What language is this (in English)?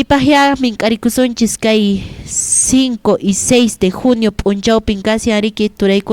Quechua